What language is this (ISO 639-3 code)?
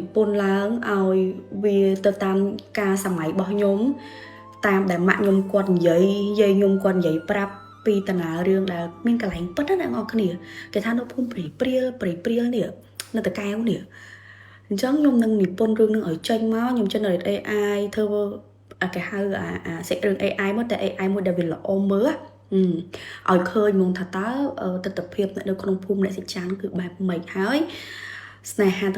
khm